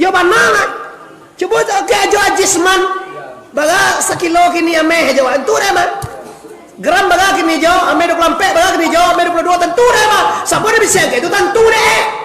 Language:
Minangkabau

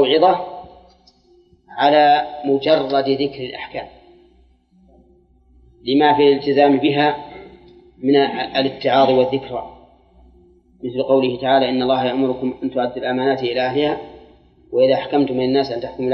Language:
Arabic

